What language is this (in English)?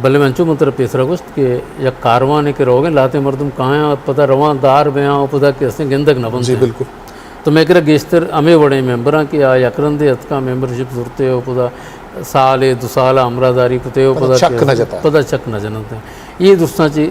Eastern Balochi